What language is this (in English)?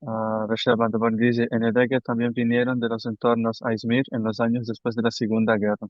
Ladino